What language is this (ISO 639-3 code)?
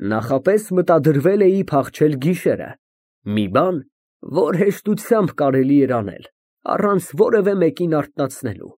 hye